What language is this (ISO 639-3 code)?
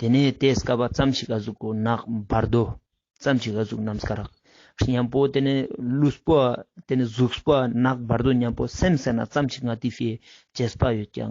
lbj